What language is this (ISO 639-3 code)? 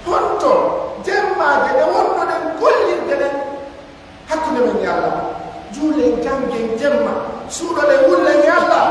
fuf